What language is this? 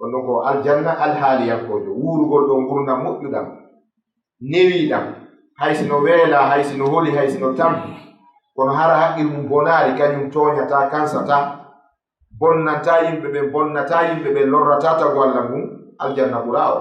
Fula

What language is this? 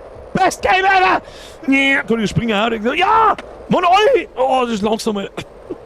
Bavarian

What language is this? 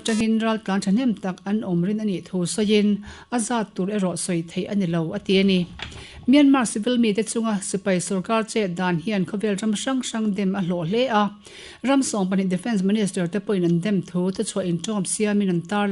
Mizo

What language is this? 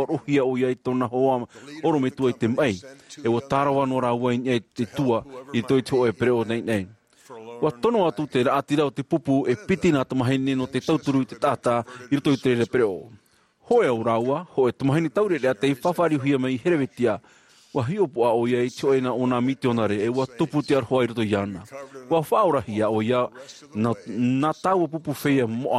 Tahitian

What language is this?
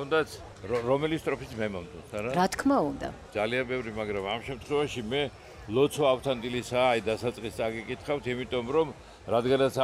Georgian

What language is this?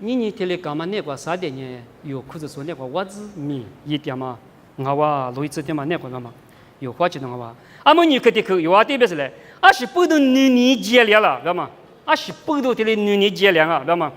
Lisu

